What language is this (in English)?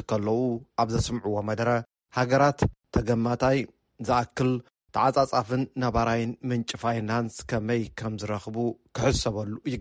Tigrinya